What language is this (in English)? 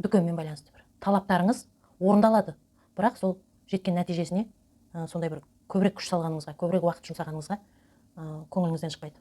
Kazakh